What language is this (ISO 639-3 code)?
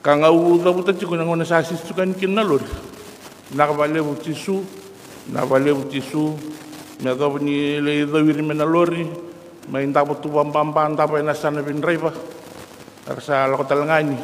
fij